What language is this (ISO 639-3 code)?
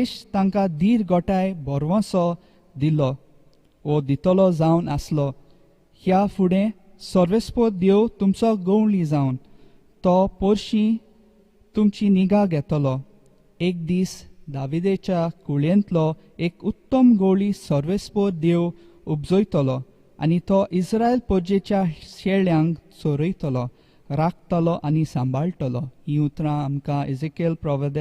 kok